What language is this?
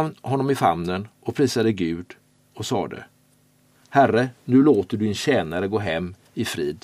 Swedish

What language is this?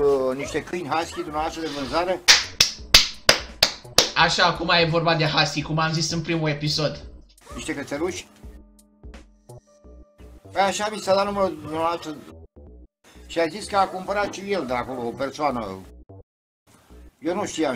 Romanian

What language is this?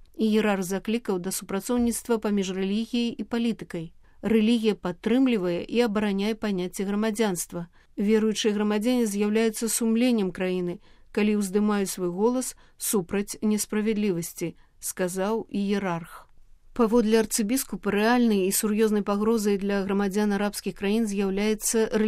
Belarusian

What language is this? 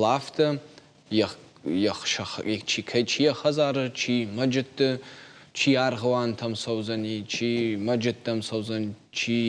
Ossetic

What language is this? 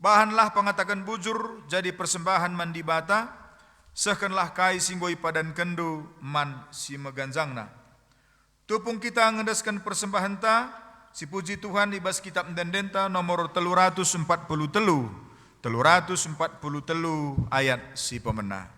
Batak Karo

